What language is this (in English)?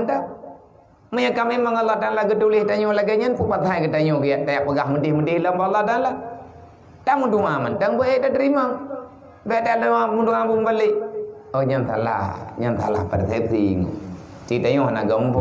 Achinese